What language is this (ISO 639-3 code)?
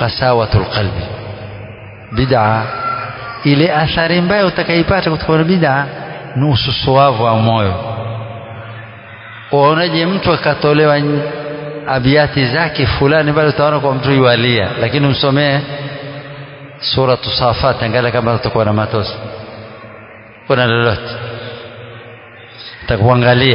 swa